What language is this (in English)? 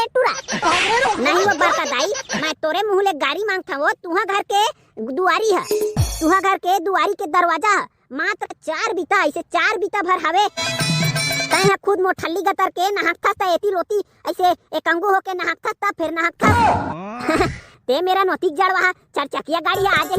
Chhattisgarhi